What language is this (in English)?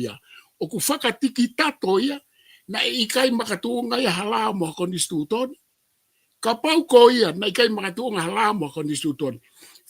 Tongan